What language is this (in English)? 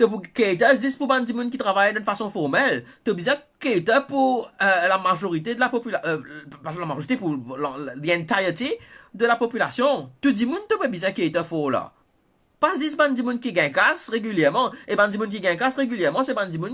Morisyen